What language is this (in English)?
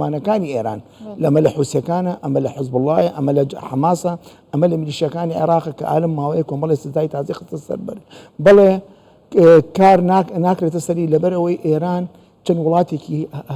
Central Kurdish